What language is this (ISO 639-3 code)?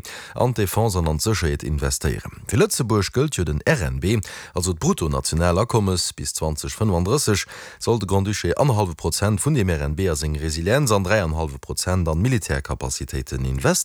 ltz